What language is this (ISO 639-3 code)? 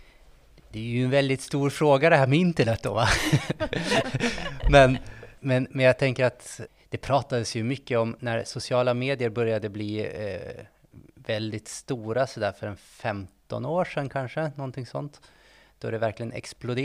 swe